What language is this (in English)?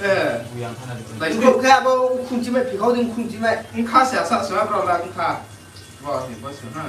Riang (India)